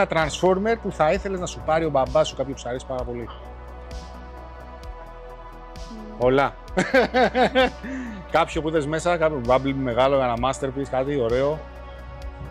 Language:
Greek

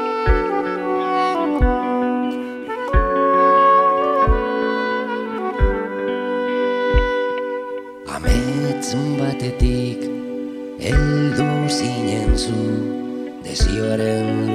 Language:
Basque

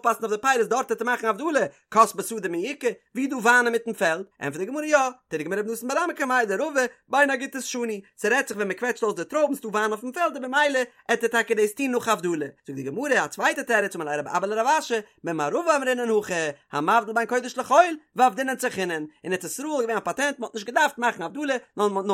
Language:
Yiddish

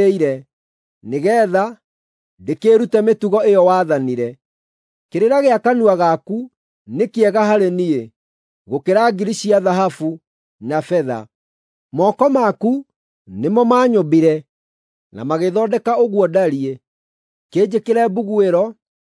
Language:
Kikuyu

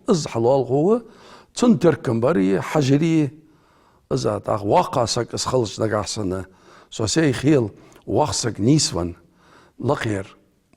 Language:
Ingush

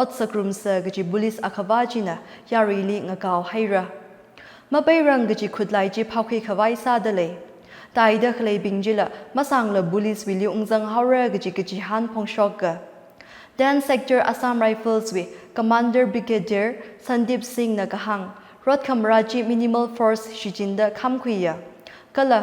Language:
Tangkhul Naga (India)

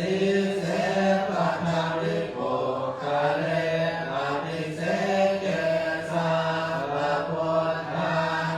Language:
Pali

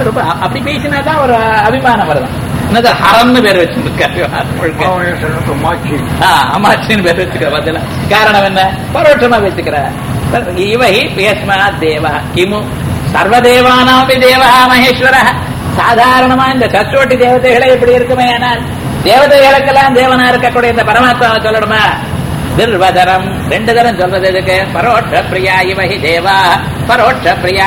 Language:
Tamil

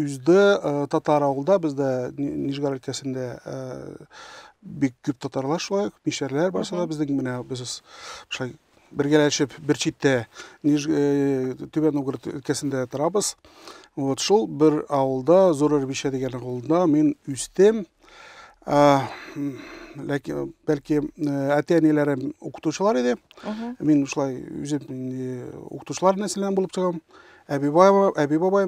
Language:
Tatar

